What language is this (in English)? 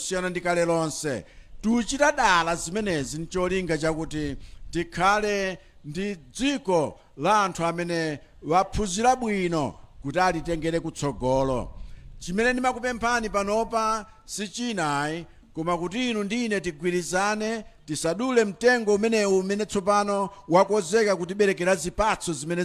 Nyanja